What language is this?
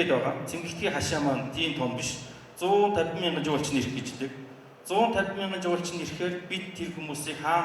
Mongolian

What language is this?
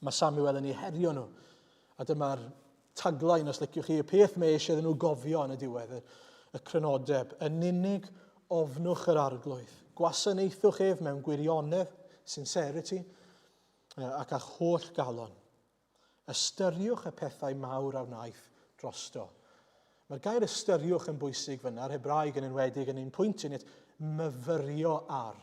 Welsh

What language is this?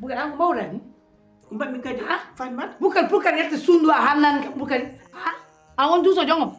Fula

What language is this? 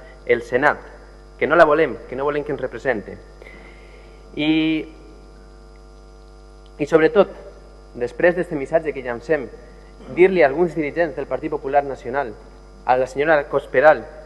Catalan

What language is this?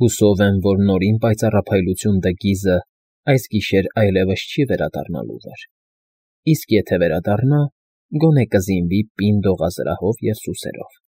Armenian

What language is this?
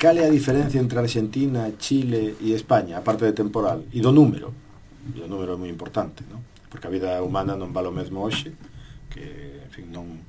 Galician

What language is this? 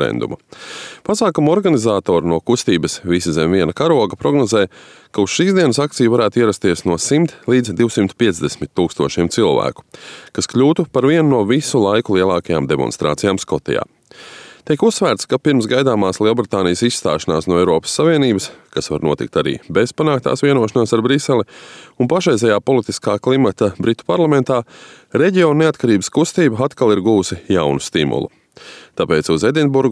Latvian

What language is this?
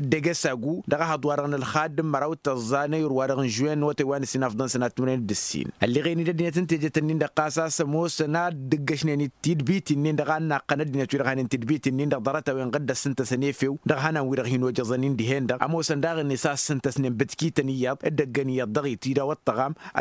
Tamasheq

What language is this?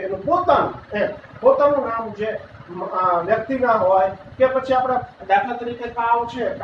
Gujarati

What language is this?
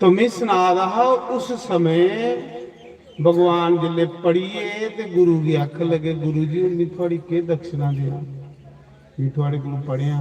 Dogri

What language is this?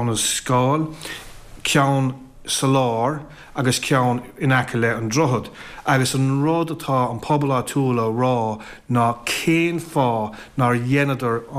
Irish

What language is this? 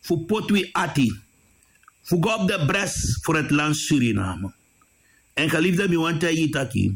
Sranan Tongo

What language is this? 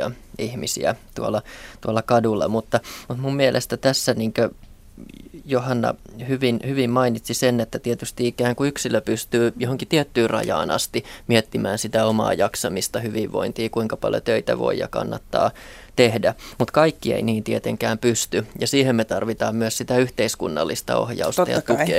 Finnish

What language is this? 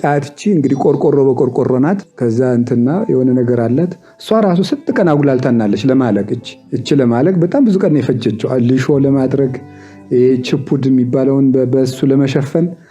Amharic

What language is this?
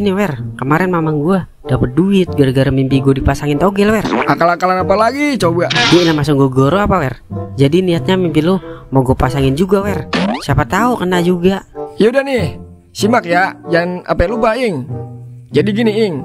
Betawi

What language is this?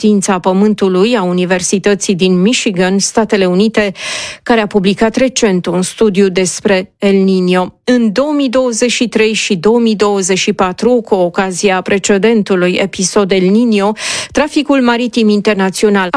Romanian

